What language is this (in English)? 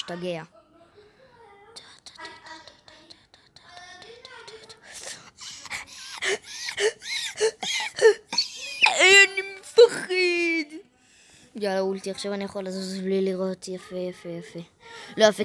Hebrew